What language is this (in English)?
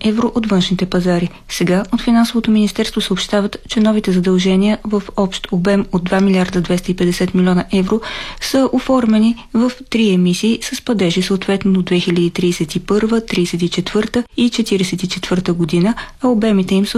Bulgarian